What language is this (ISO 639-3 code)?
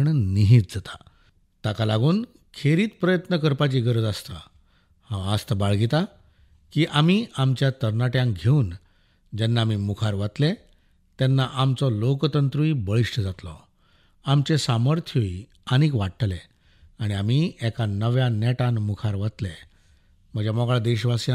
kok